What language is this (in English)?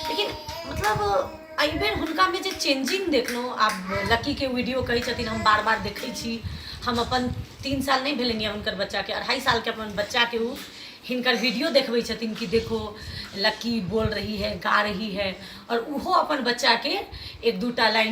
Maithili